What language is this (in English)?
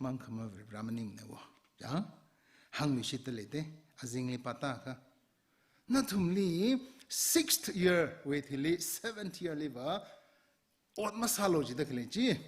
Tangkhul Naga (India)